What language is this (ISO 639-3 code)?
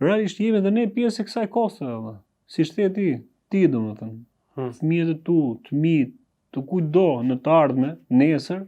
sqi